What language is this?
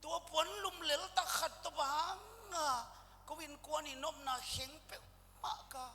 Tedim Chin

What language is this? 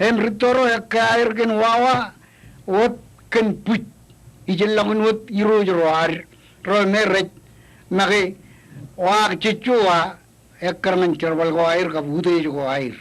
Marshallese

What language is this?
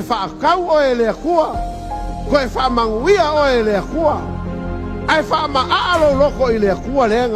Samoan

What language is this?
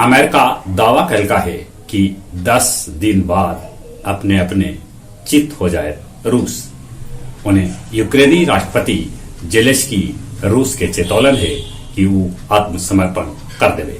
Magahi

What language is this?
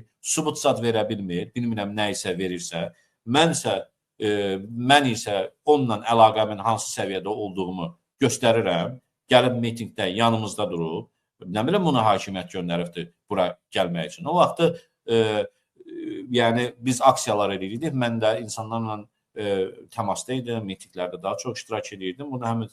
Azerbaijani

